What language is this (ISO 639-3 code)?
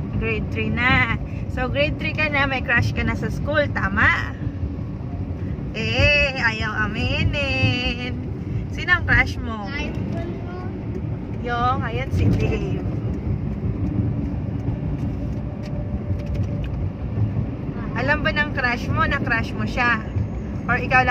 fil